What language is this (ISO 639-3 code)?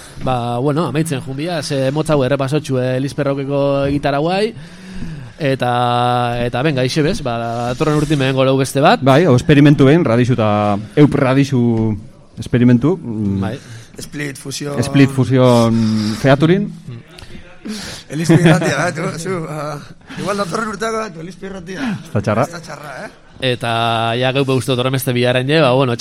eus